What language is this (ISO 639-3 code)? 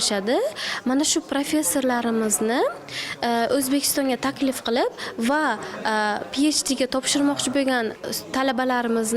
uzb